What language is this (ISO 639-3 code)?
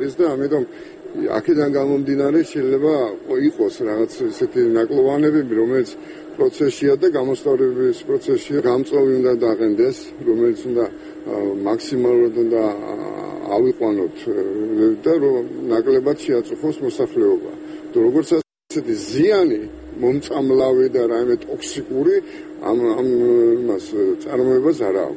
kat